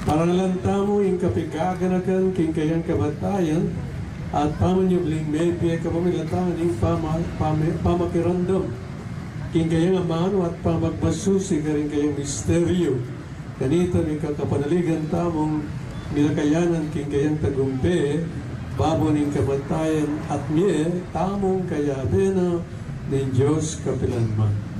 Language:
Pampanga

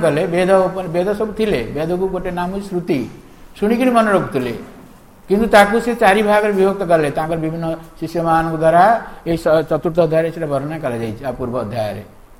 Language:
Odia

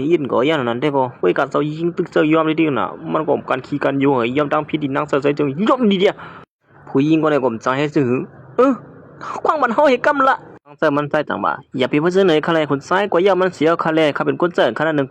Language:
Shan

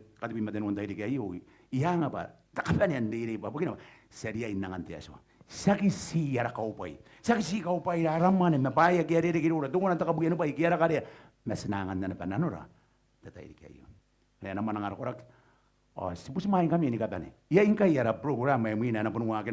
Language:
Gilbertese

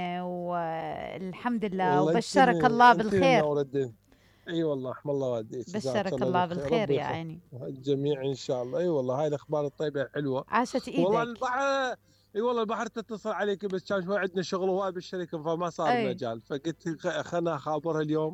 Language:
Mesopotamian Arabic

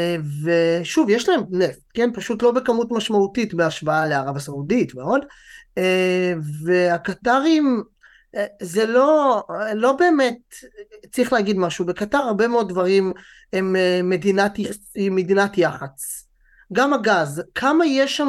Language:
Hebrew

